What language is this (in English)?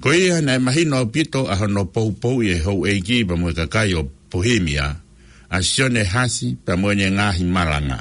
Tongan